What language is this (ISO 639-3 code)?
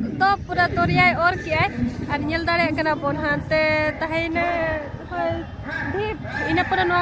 sat